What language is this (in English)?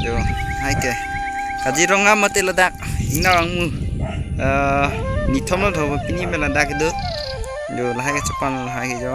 Karbi